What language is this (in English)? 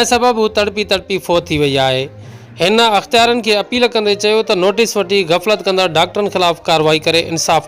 Sindhi